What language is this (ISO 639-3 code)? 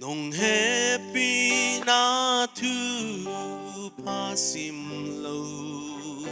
pck